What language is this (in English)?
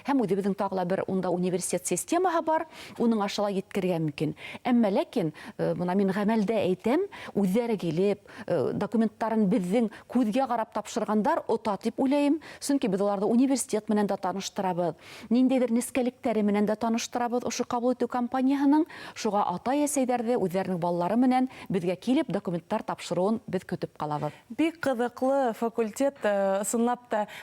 Bashkir